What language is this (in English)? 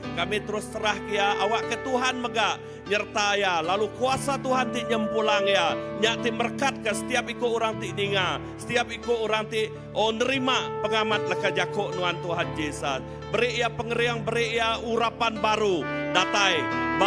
Iban